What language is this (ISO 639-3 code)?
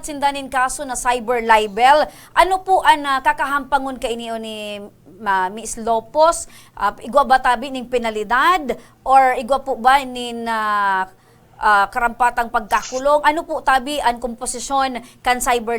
bik